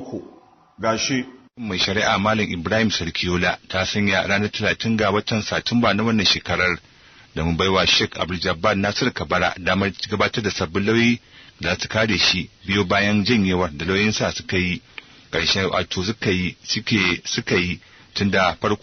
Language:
Hausa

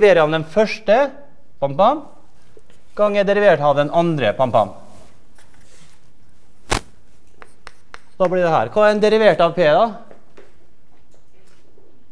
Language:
Norwegian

